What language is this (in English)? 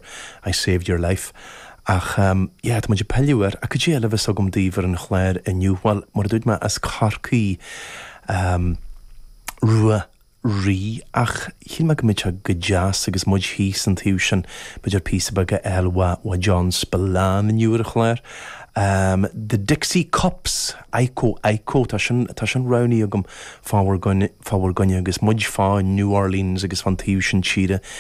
Irish